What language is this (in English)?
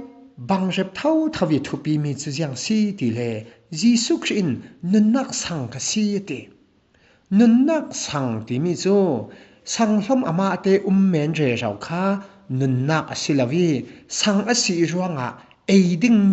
Falam Chin